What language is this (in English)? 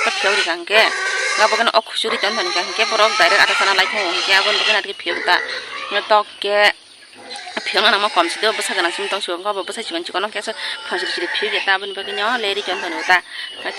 Kok Borok